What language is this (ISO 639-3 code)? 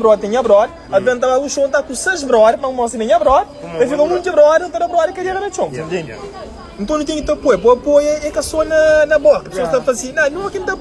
kea